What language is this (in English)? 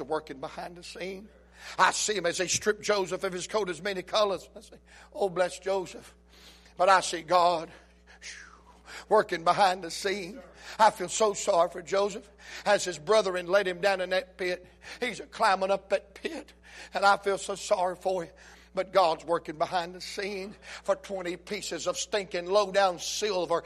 English